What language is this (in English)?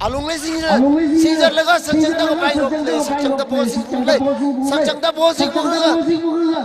Tangkhul Naga (India)